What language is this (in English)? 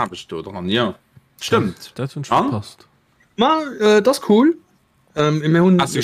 Luxembourgish